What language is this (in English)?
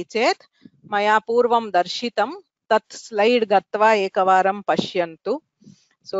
Sanskrit